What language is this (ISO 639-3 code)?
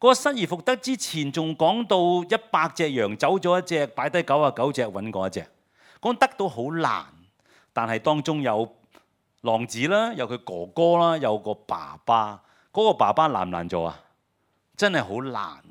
yue